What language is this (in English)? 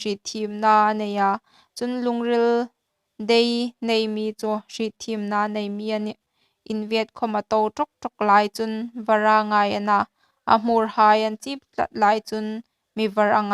Hmar